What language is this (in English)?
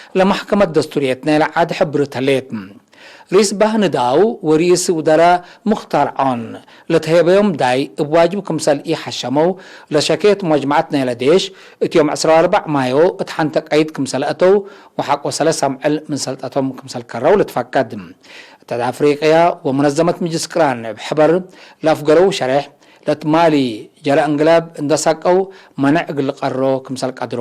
Tigre